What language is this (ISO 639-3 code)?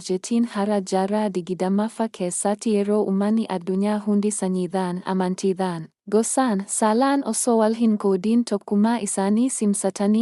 orm